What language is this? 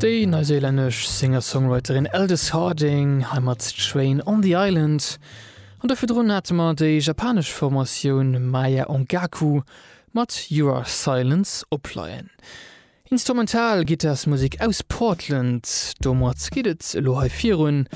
Luxembourgish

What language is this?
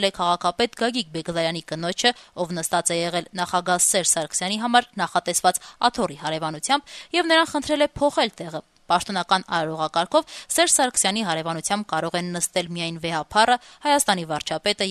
Armenian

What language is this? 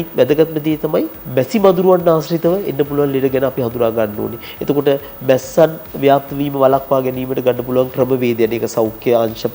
Sinhala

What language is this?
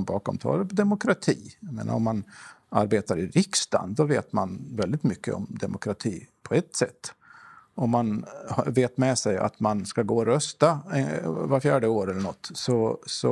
Swedish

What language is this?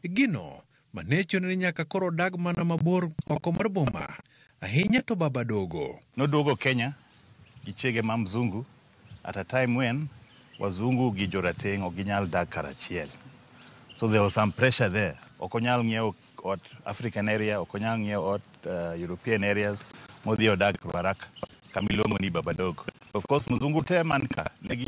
Luo (Kenya and Tanzania)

